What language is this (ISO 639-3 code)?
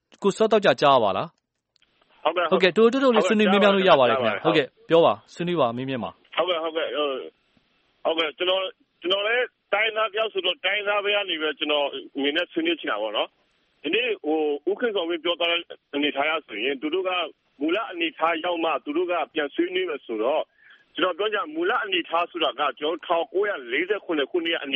mya